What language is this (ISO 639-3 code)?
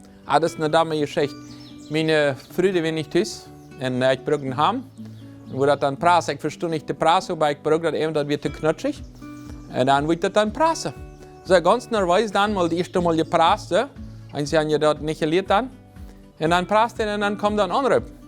pdt